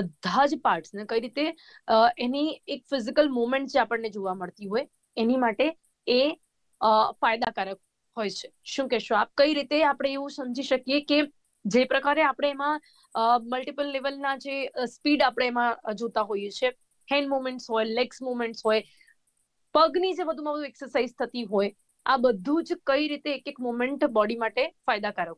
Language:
Gujarati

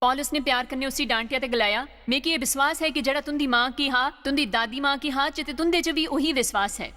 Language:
Dogri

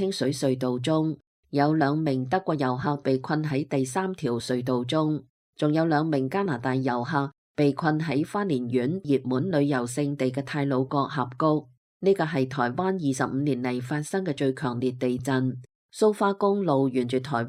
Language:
Cantonese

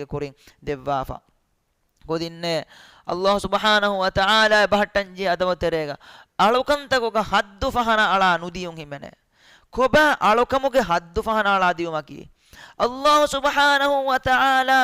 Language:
Divehi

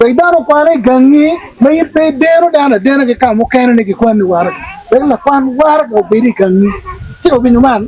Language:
Acoli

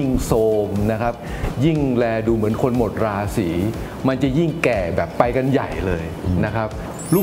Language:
Thai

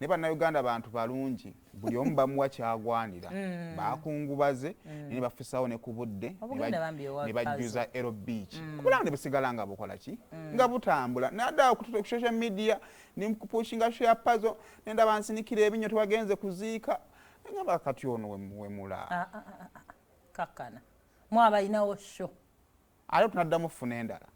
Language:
Ganda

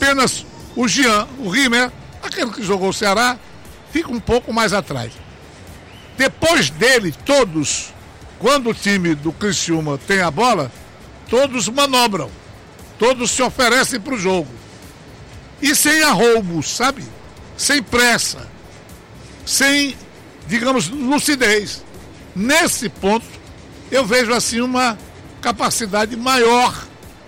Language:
Portuguese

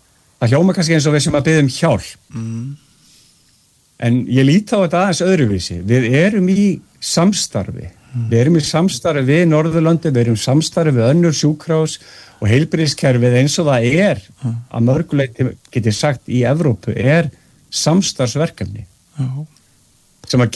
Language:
Icelandic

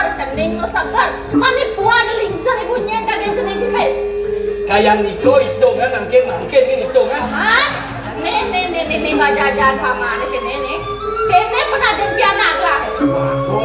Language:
Balinese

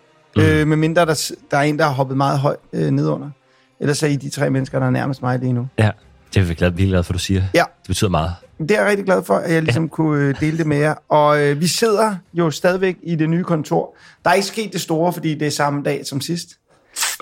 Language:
Danish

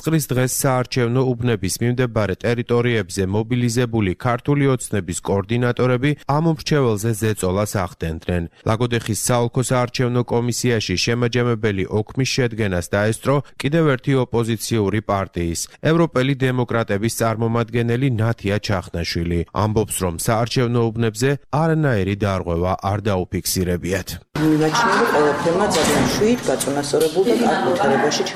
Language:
Georgian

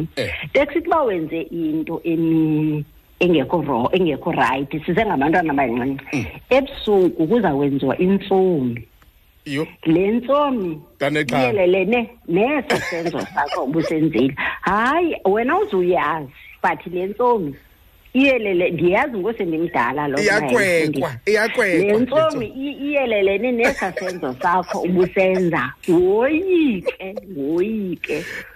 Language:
Xhosa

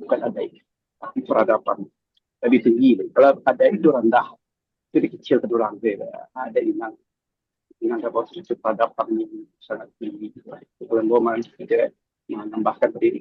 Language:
Minangkabau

